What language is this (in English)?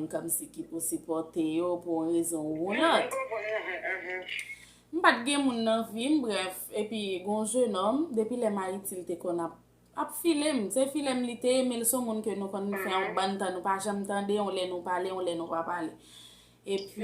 Haitian Creole